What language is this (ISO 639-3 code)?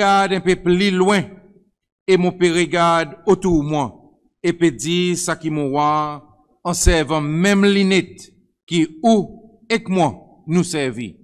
crs